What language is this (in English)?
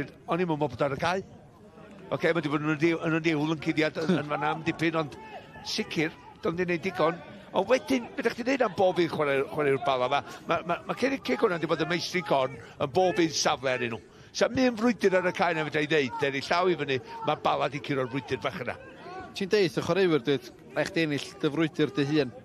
Welsh